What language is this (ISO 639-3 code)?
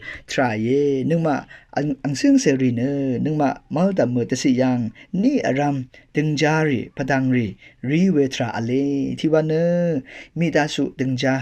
raw